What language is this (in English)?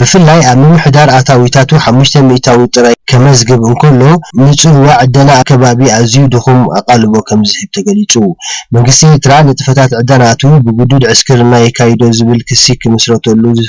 Tigrinya